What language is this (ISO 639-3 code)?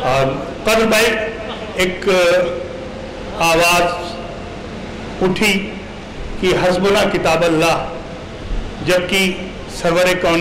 urd